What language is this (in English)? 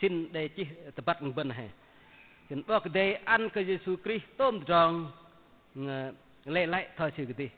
Bahnar